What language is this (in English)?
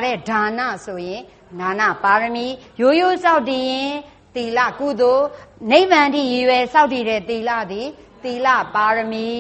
Burmese